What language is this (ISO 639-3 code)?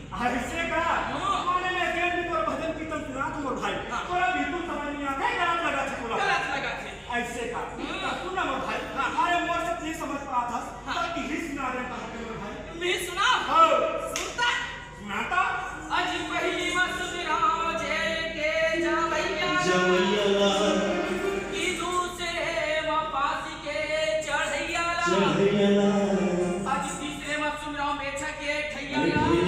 hne